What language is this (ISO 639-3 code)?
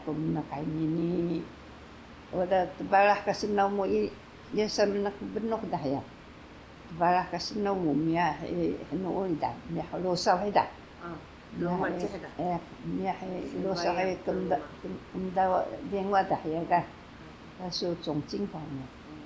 trv